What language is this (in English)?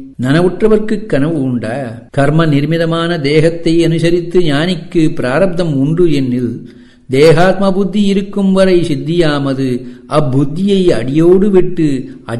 Tamil